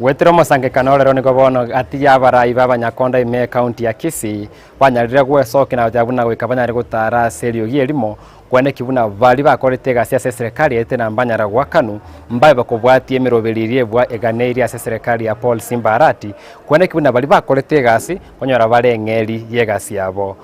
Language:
Gusii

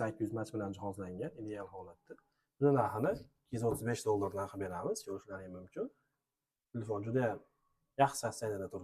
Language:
Uzbek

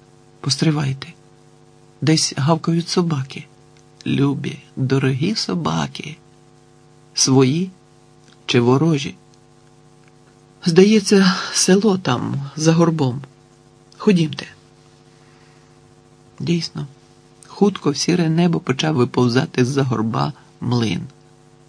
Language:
Ukrainian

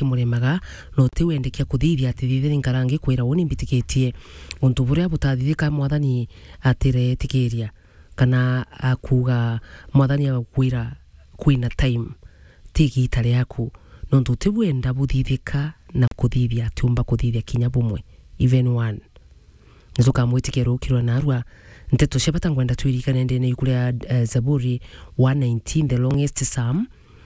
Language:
Meru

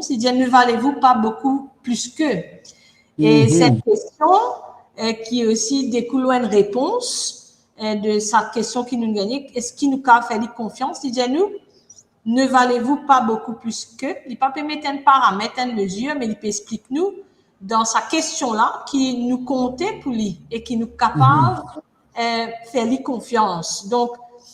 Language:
Morisyen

